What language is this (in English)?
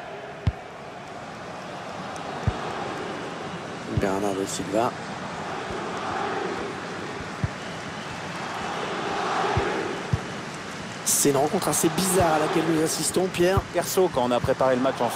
French